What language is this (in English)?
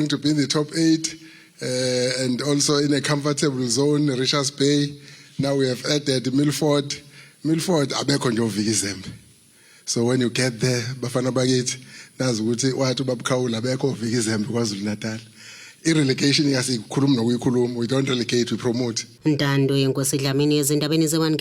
Zulu